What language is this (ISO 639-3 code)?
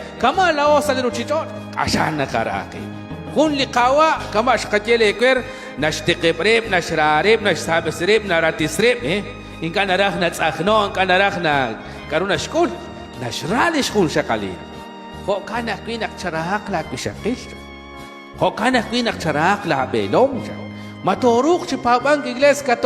kek